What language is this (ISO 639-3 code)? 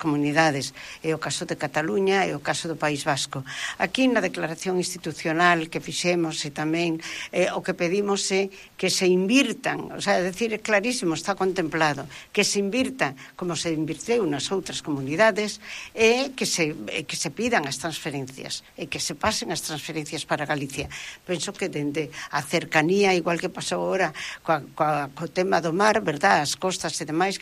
glg